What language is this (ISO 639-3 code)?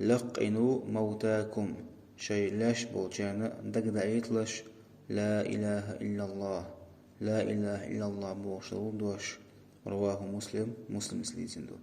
che